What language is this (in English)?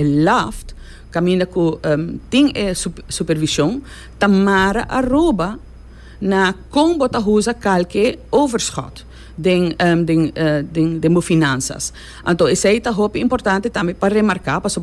Papiamento